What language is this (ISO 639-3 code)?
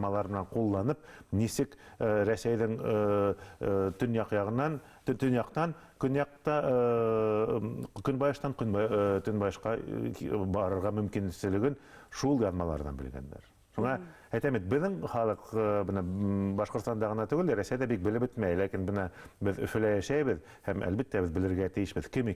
bak